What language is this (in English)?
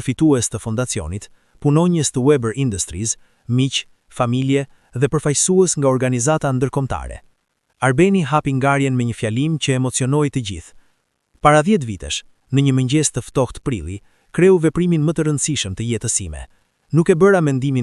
Albanian